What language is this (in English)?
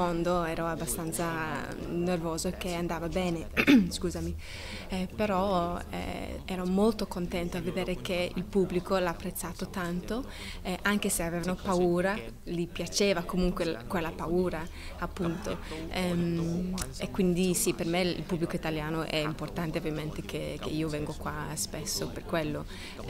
Italian